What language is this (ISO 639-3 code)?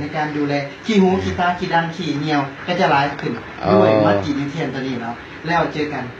lao